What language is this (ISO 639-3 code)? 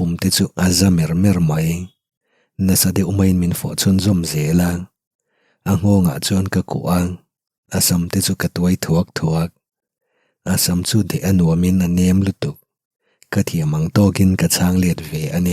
lus